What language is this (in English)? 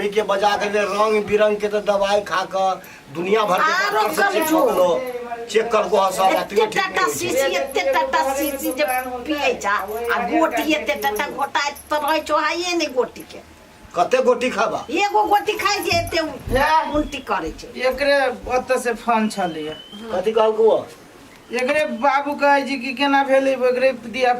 Maithili